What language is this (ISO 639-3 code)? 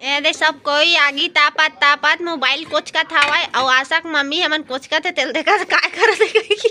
hne